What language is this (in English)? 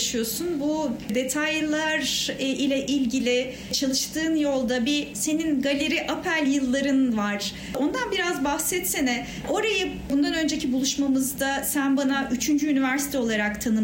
Turkish